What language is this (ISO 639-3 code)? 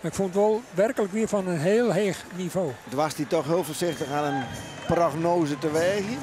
fry